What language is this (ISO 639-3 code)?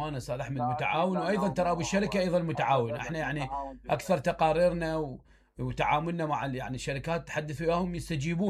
acm